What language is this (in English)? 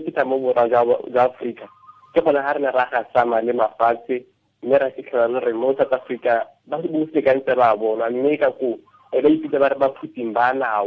Tswana